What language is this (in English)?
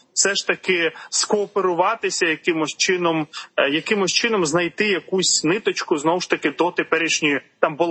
Ukrainian